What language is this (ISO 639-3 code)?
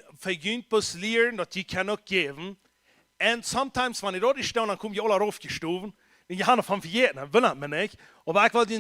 pdt